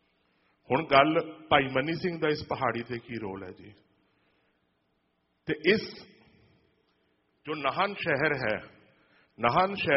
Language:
Punjabi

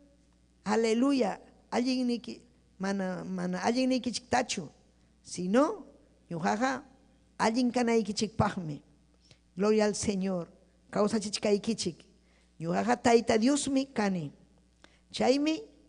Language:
Ayacucho Quechua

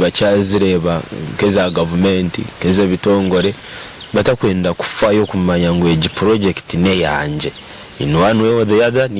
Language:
Nyankole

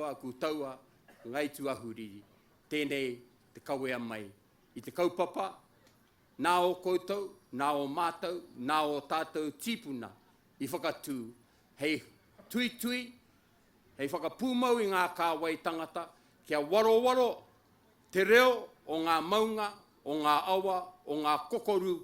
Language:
Māori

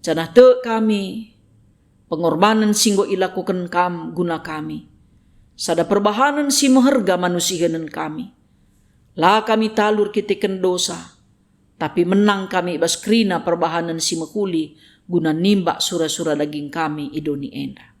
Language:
Batak Karo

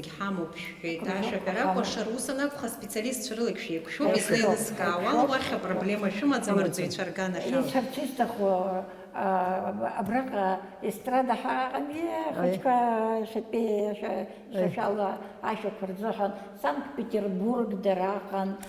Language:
Abkhazian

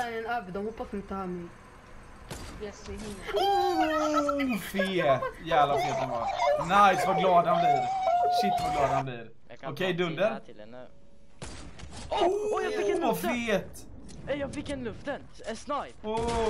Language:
Swedish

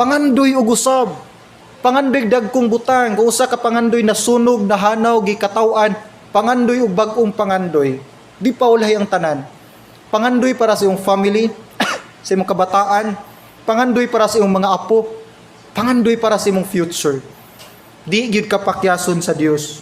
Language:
Cebuano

